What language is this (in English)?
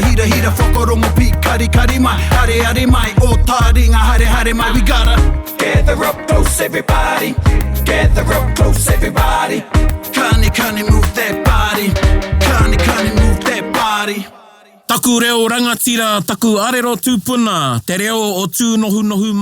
Māori